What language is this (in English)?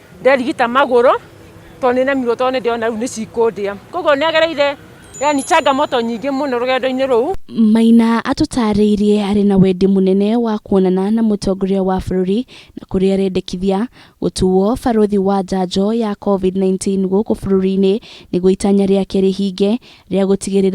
Kikuyu